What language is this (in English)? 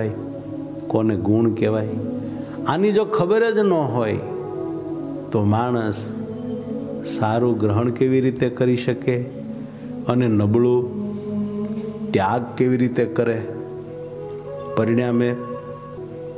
Gujarati